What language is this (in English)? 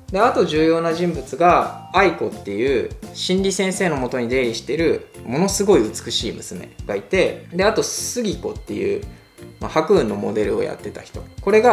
Japanese